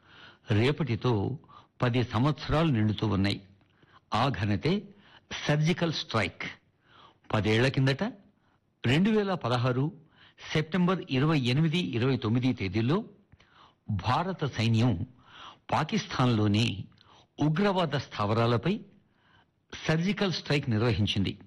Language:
Telugu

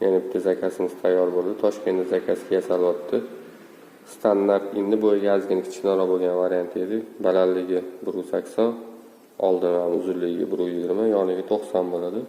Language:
Uzbek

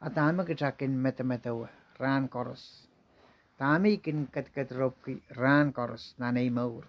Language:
Pohnpeian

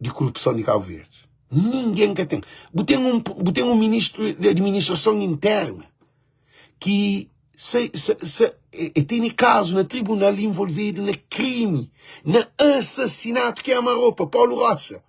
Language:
Kabuverdianu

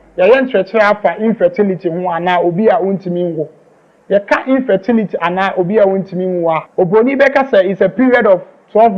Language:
Akan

